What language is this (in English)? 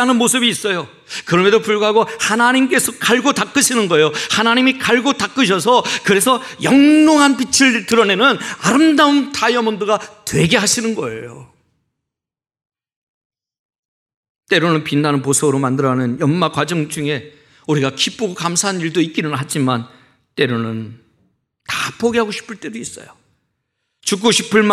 Korean